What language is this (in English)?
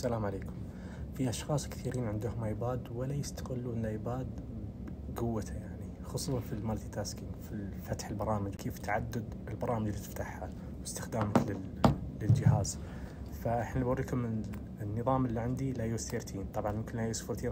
Najdi Arabic